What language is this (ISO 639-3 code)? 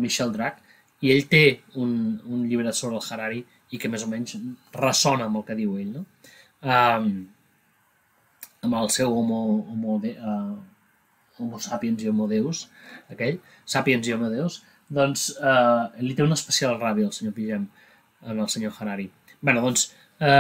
cat